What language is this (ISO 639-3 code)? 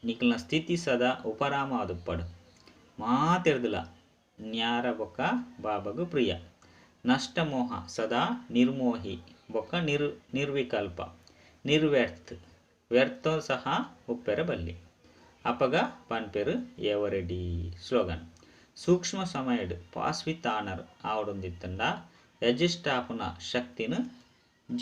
tcy